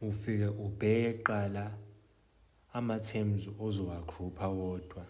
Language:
Zulu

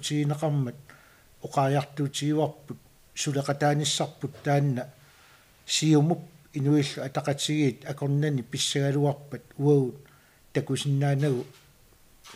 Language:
Kalaallisut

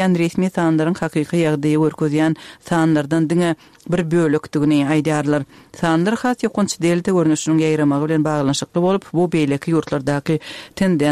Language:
Turkmen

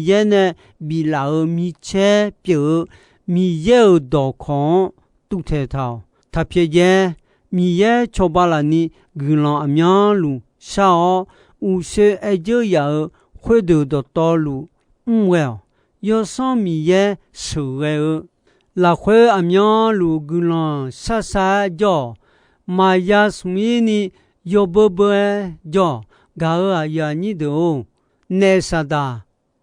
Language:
Akha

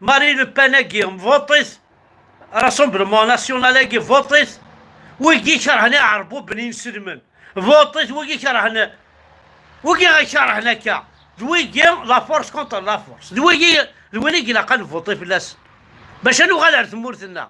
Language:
Kabyle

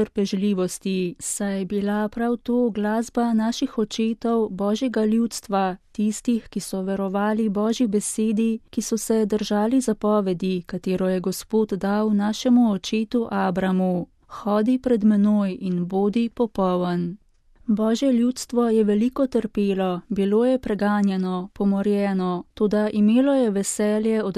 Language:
Slovenian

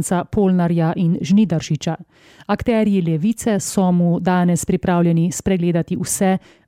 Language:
Slovenian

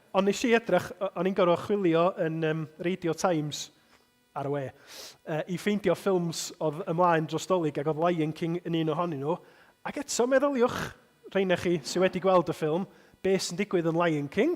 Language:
Welsh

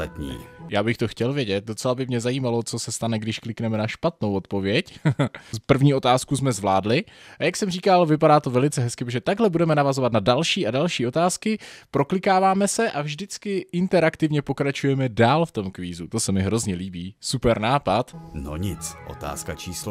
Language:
Czech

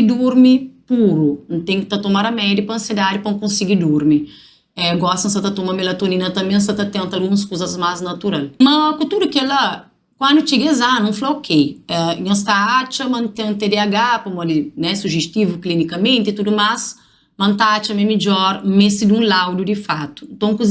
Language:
Kabuverdianu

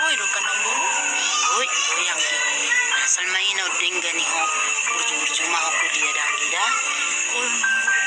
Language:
Batak Toba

